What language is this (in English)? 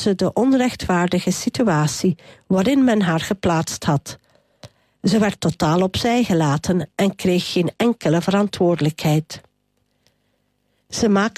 Dutch